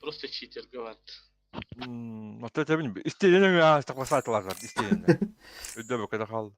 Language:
Yakut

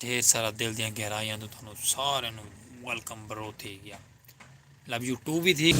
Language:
Saraiki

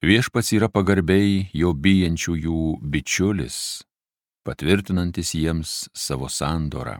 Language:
Lithuanian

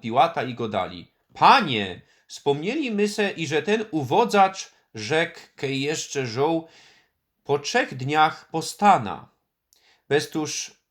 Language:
Silesian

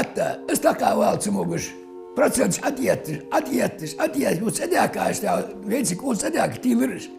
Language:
Ingush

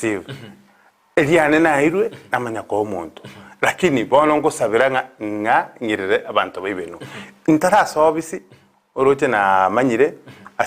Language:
Gusii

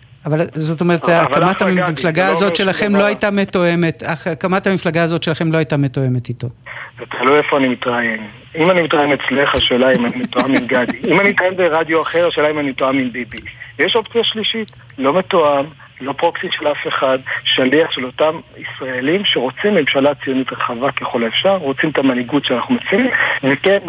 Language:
Hebrew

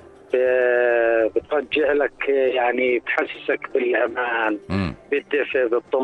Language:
North Levantine Arabic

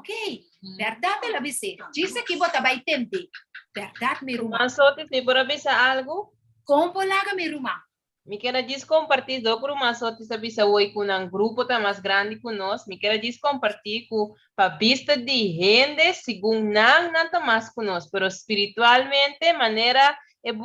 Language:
Papiamento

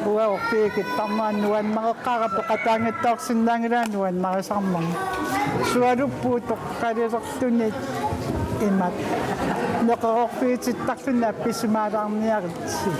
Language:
Kalaallisut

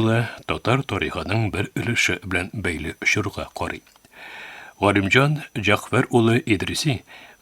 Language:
Tatar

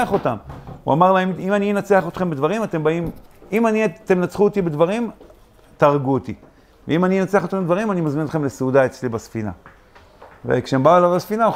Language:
Hebrew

